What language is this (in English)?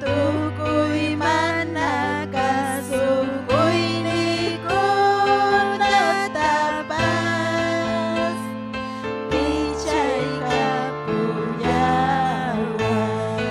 Ayacucho Quechua